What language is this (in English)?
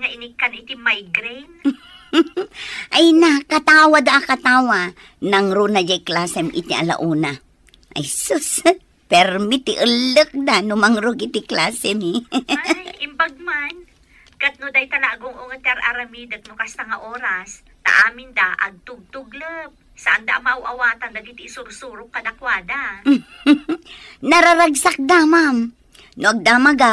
Iloko